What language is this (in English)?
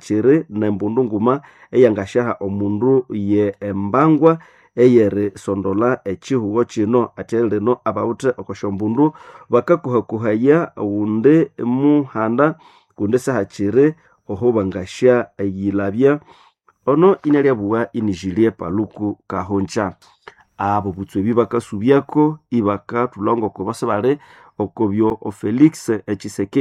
Nande